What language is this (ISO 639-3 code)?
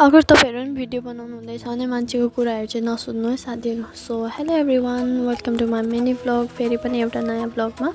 nep